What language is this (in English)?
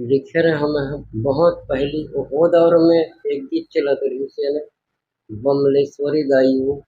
Chhattisgarhi